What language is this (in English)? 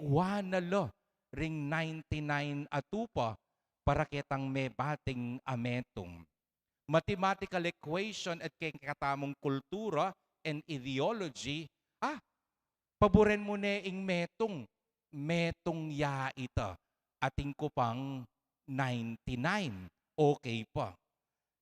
Pampanga